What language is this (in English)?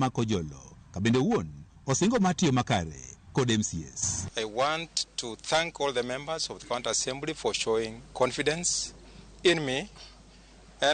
Luo (Kenya and Tanzania)